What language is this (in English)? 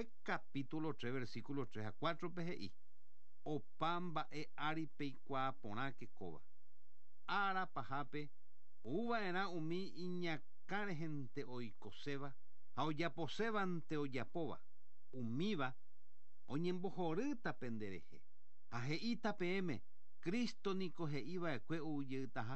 Guarani